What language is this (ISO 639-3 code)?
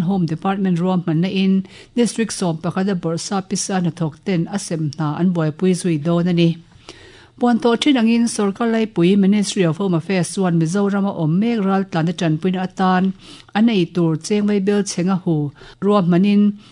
lus